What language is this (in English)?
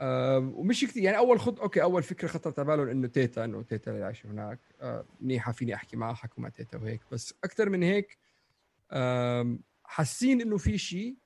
North Levantine Arabic